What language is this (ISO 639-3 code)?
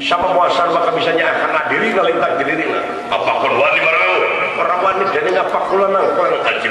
sun